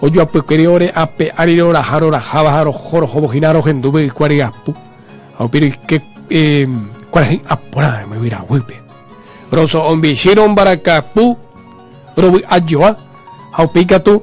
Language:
Guarani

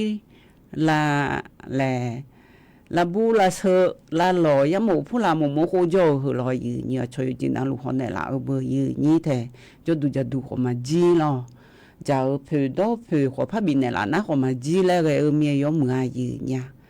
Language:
Akha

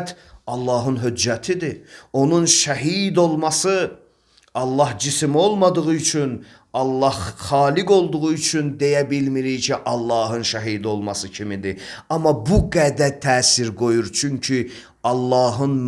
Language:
Azerbaijani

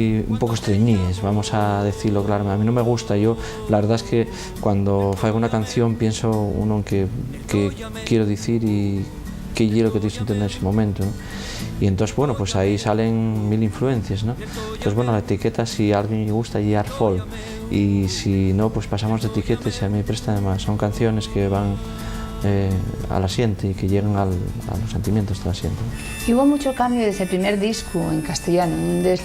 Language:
Asturian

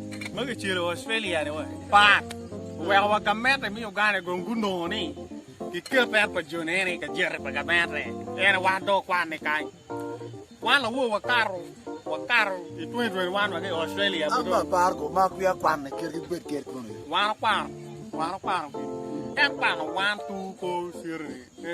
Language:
Acoli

